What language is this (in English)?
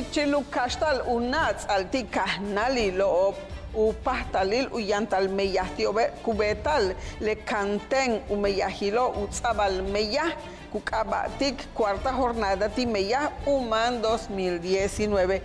Yucateco